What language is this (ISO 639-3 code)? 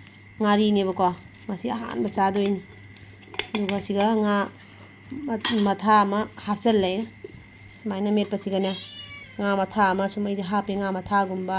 mni